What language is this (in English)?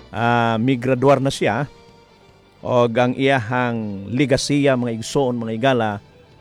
Cebuano